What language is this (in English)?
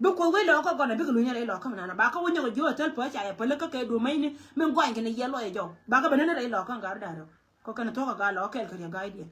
Nuer